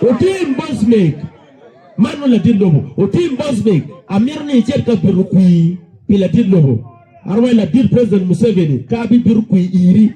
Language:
Acoli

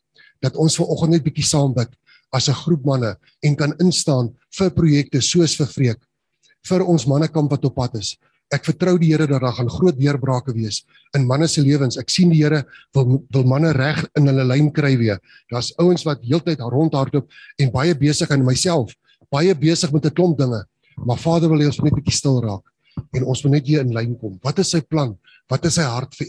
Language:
Afrikaans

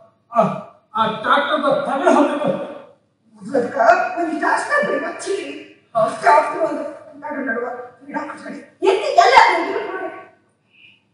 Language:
Kannada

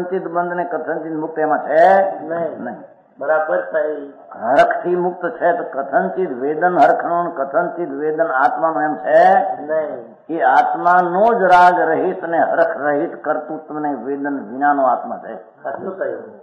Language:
Gujarati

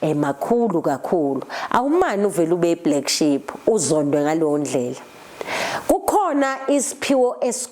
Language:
Zulu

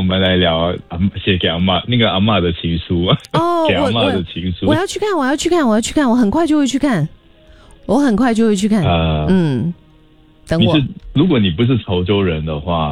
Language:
Chinese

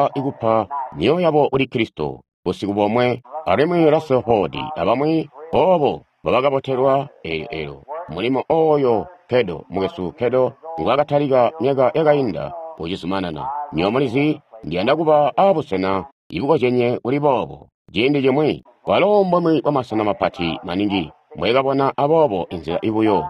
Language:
Tonga (Zambia)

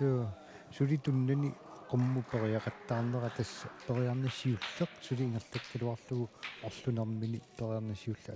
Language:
Kalaallisut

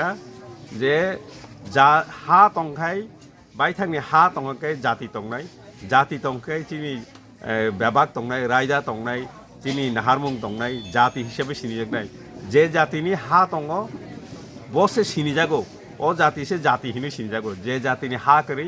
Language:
Kok Borok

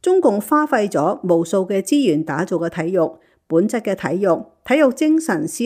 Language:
Cantonese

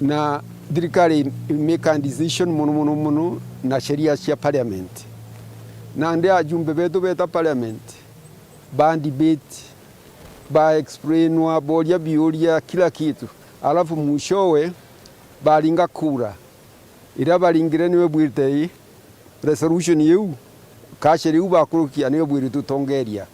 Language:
Meru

